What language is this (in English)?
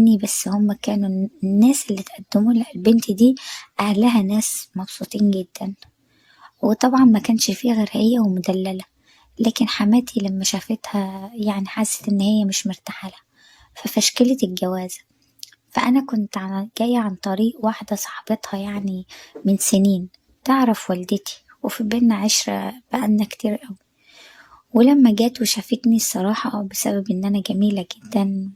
Egyptian Arabic